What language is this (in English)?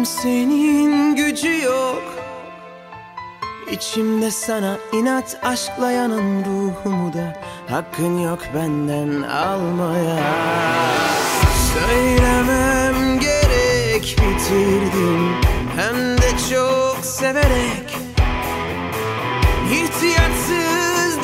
Turkish